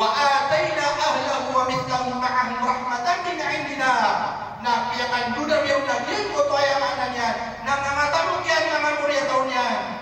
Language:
Maranao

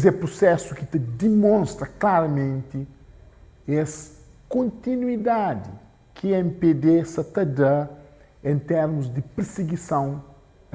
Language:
Kabuverdianu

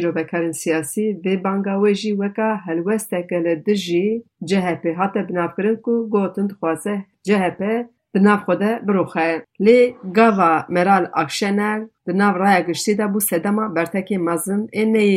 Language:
Kurdish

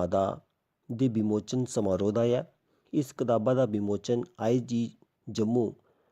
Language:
Dogri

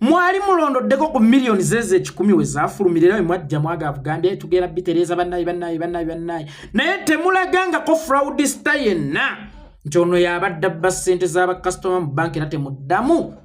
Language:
Ganda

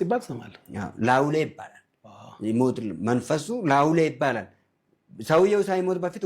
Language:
Amharic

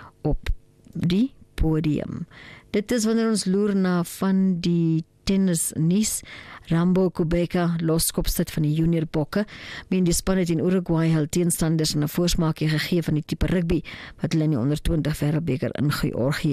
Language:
Afrikaans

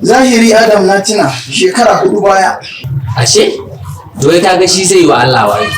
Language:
Hausa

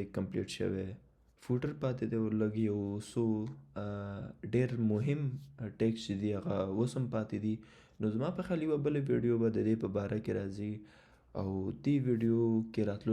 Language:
Pashto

